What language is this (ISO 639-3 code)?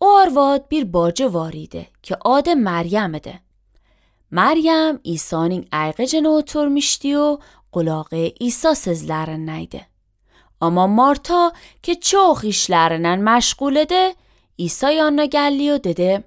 aze